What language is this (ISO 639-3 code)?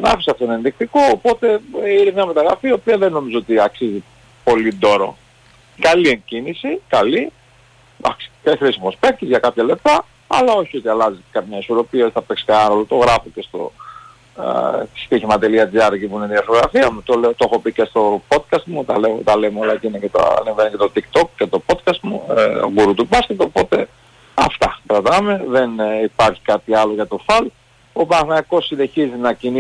ell